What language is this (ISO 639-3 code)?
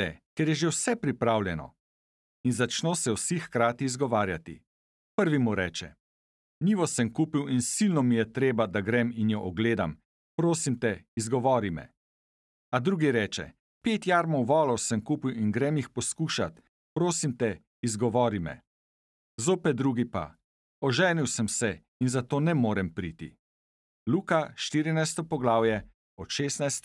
slv